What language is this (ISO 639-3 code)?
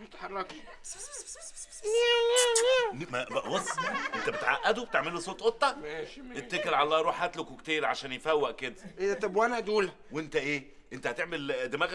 arz